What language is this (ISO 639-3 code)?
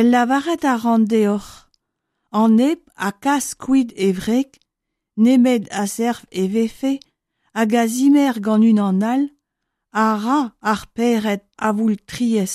bre